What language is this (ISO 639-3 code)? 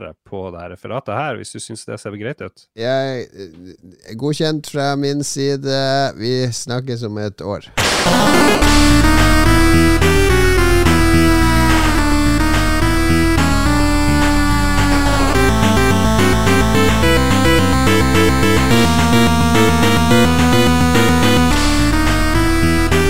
nor